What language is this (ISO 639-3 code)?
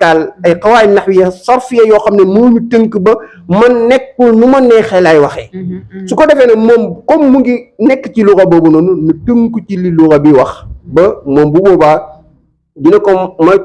wol